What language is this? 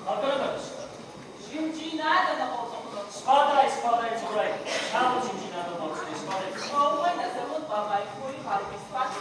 Ossetic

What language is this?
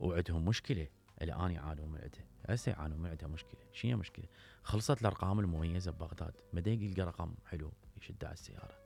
Mesopotamian Arabic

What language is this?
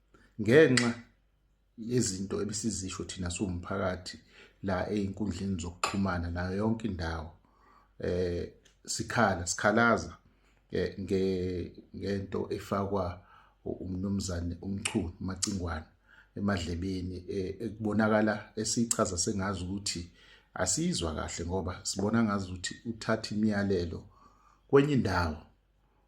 Zulu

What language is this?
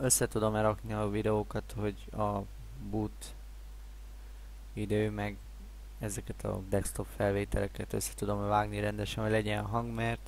Hungarian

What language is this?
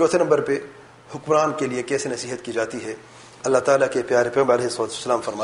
Urdu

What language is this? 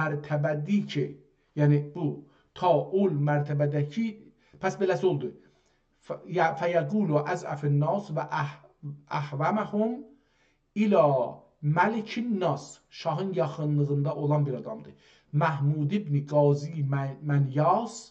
South Azerbaijani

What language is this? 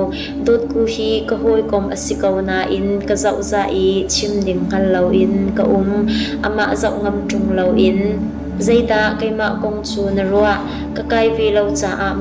Hakha Chin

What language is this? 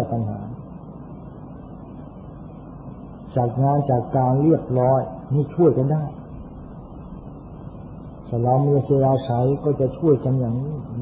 Thai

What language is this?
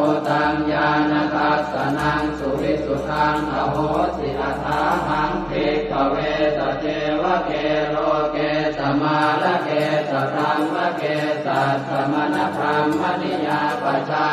Pali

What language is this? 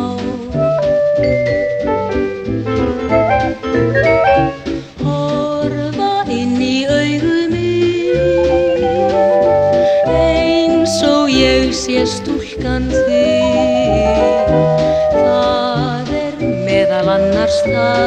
Icelandic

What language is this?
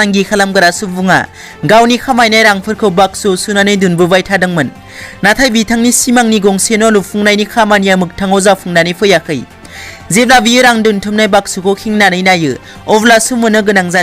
Bodo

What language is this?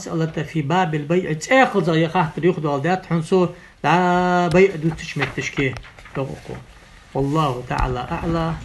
Ingush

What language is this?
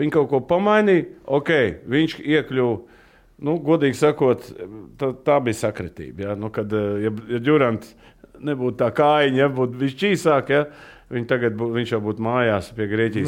Latvian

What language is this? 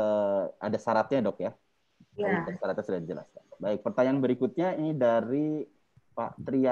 Indonesian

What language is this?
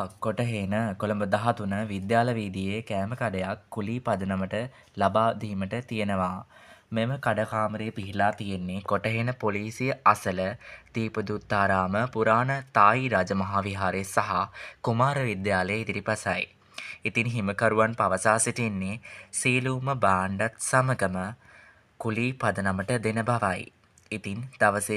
Sinhala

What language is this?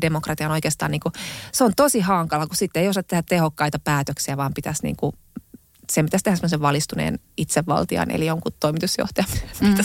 Finnish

